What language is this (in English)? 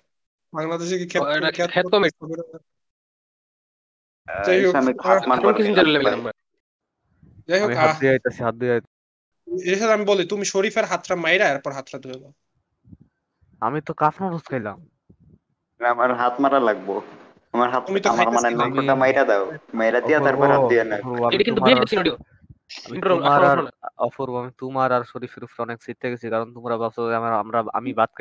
Bangla